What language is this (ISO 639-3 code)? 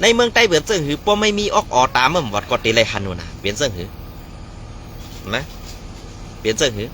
shn